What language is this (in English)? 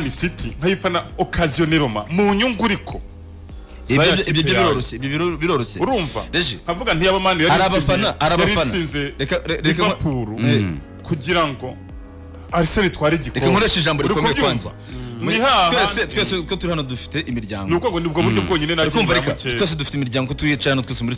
Kinyarwanda